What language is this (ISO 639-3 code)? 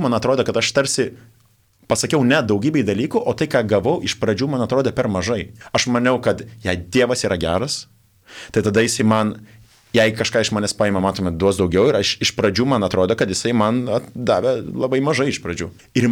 lit